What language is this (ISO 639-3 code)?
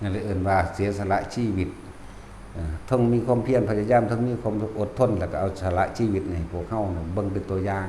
tts